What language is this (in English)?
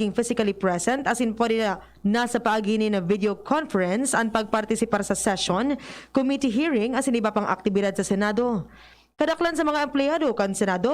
Bikol